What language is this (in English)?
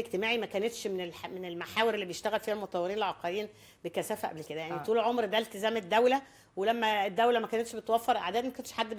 Egyptian Arabic